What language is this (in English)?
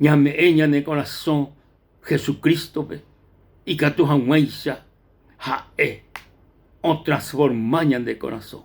Guarani